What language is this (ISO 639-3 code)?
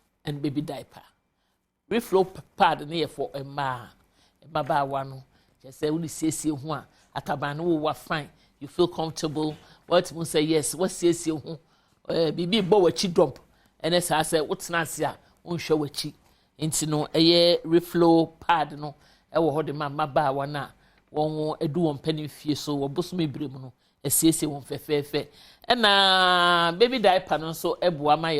aka